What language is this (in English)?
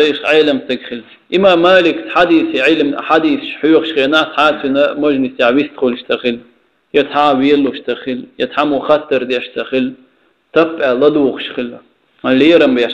Chechen